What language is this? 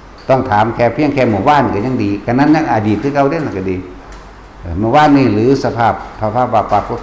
Northeastern Thai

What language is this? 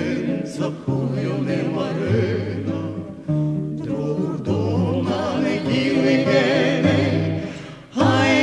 Russian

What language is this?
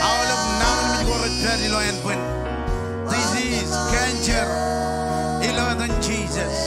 Marshallese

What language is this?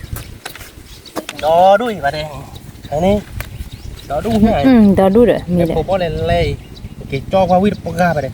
S'gaw Karen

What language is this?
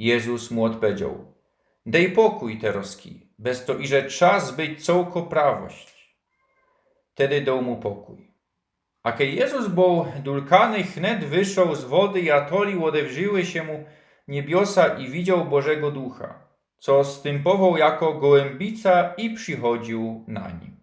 Silesian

